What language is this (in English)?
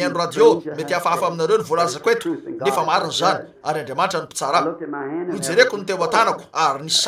Malagasy